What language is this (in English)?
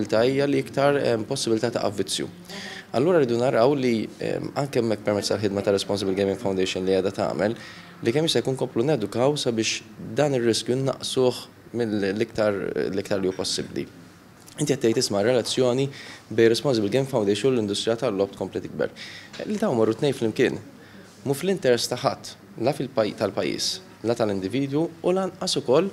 Maltese